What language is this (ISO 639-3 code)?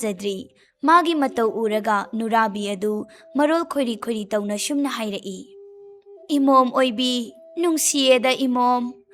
mni